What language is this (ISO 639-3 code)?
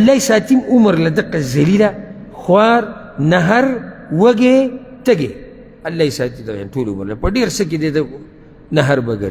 pus